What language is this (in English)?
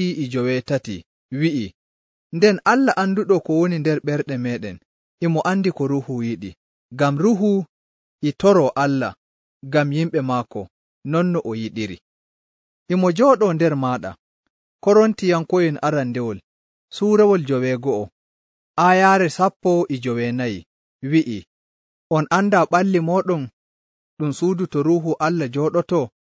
Nigerian Fulfulde